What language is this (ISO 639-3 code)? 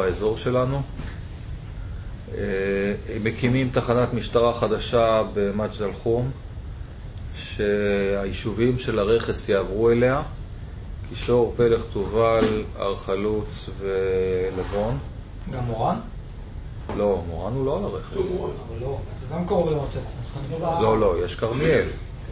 heb